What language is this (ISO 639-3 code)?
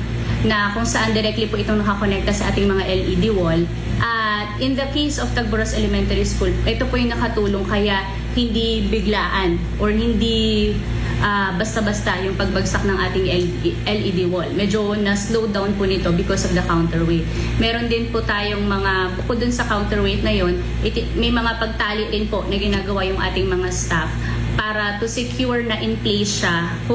fil